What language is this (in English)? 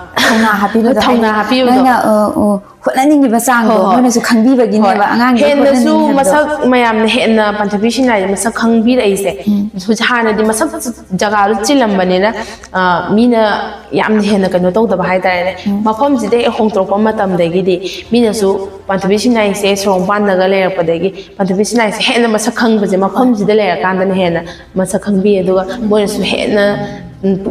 Manipuri